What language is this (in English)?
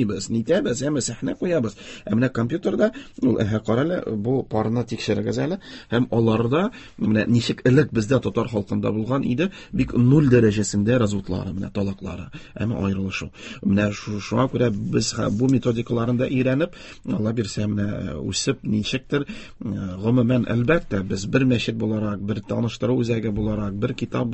Tatar